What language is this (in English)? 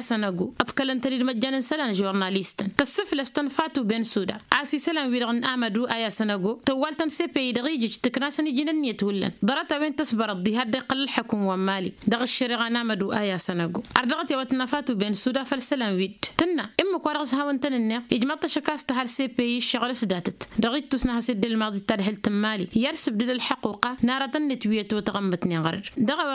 Tamasheq